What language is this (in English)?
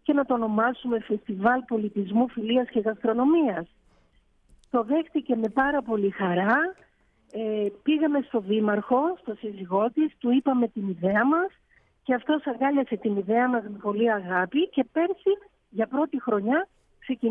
Greek